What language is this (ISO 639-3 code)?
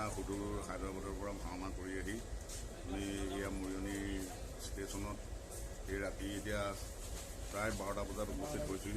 asm